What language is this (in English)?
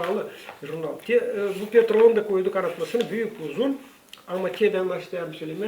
Gagauz